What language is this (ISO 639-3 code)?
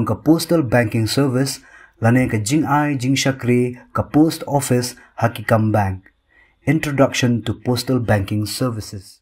kha